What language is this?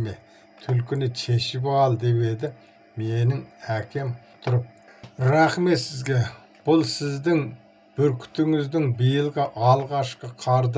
Kazakh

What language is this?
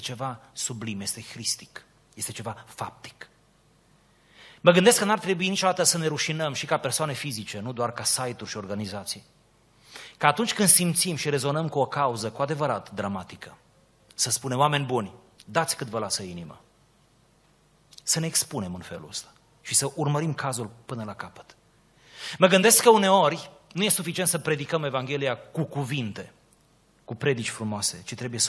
Romanian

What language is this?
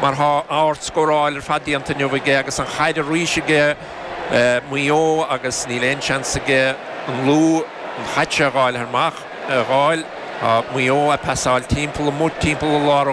Irish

